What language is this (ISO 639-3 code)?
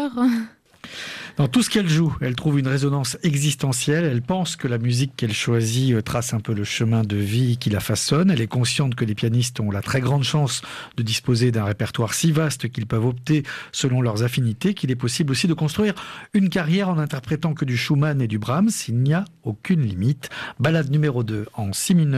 fra